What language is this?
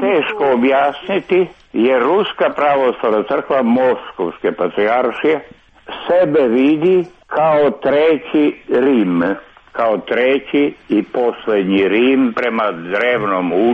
Croatian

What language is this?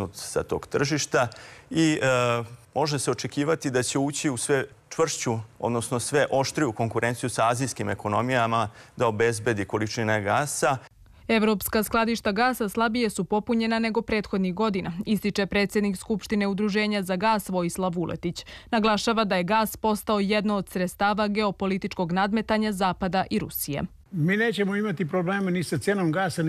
Serbian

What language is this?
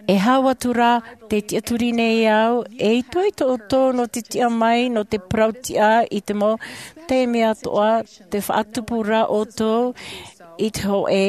Tahitian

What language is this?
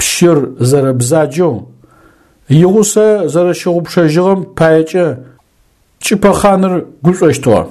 Adyghe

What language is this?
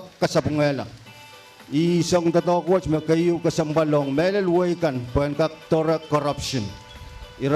Pohnpeian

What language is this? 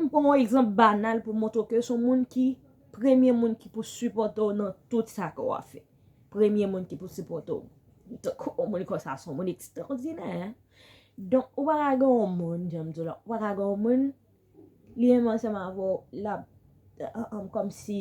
Haitian Creole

